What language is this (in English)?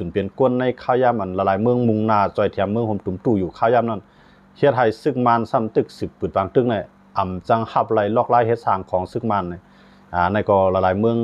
Shan